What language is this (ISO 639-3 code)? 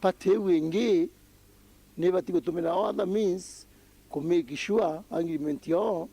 mer